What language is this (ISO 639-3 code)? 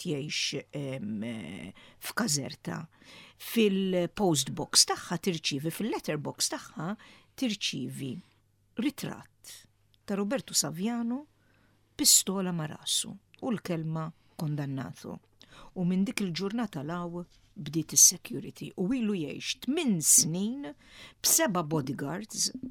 mlt